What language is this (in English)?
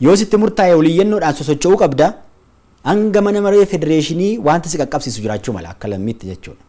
Oromo